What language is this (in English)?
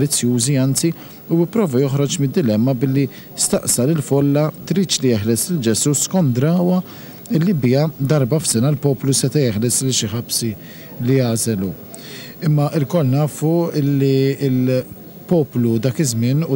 Maltese